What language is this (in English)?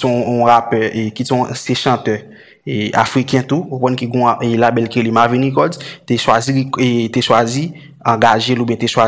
Haitian Creole